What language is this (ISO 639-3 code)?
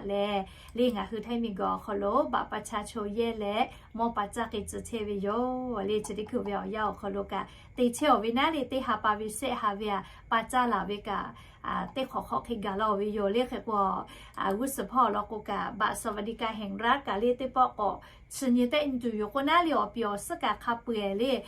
lhu